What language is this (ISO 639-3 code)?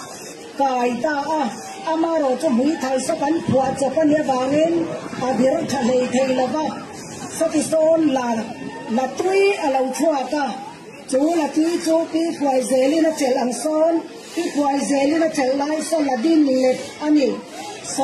cnh